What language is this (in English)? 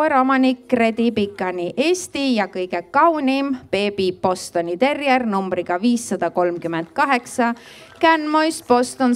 Estonian